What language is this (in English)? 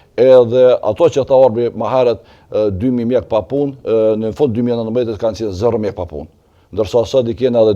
Albanian